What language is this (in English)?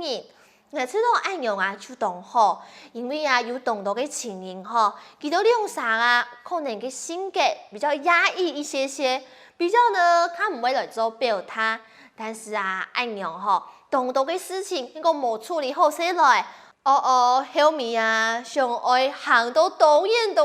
Hakka Chinese